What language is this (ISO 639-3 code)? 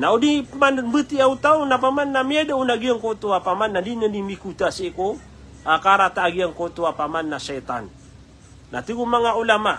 mrw